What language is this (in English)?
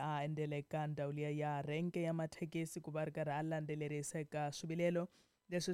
Tsonga